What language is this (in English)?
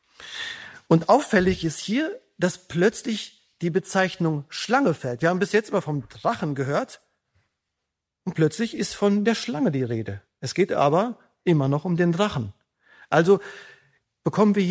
German